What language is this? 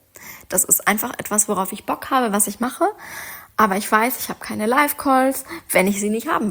German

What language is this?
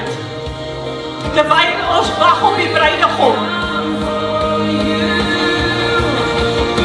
Afrikaans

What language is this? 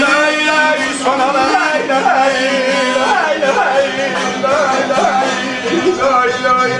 South Azerbaijani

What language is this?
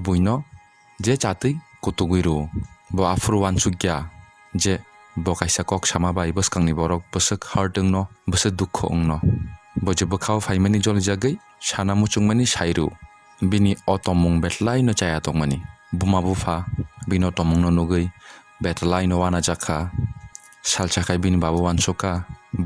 Kok Borok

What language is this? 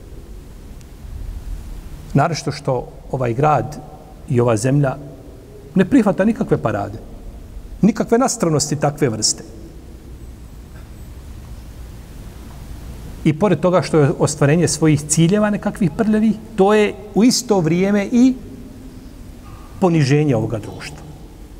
Bosnian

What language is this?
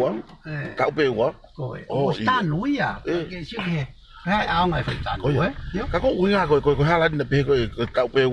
Tongan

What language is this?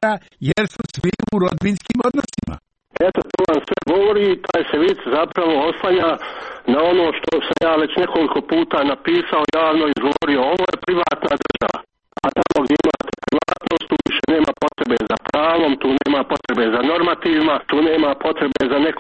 Croatian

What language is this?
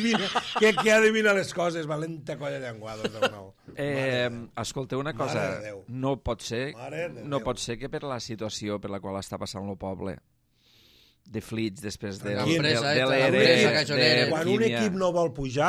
Catalan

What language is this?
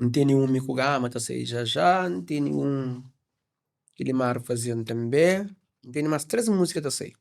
Kabuverdianu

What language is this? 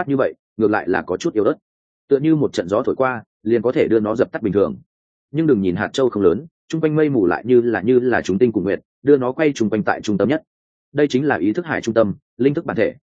Vietnamese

